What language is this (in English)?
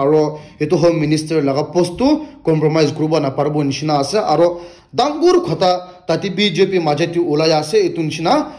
Naga Pidgin